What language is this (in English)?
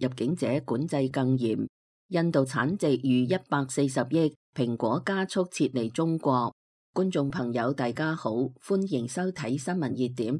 Cantonese